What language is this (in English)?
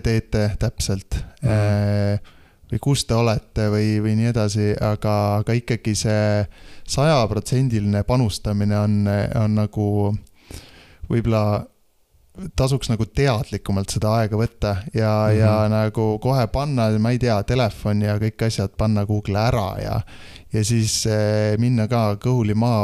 Estonian